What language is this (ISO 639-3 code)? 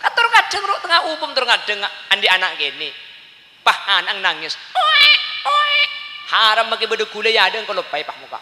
mad